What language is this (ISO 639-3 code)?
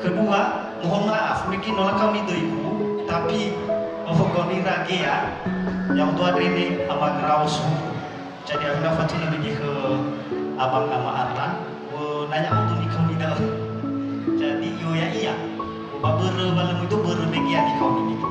nia